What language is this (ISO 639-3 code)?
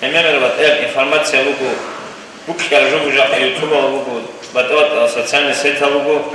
ava